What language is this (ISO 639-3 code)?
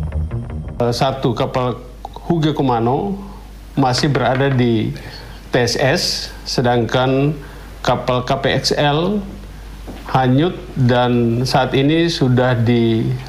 ind